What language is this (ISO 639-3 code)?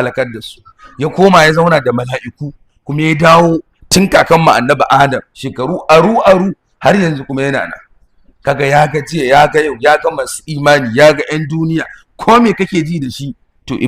hau